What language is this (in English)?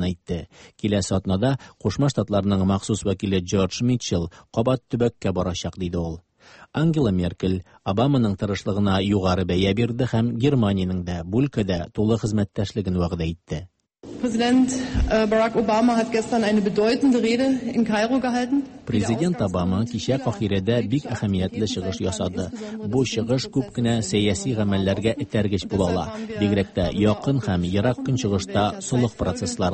Tatar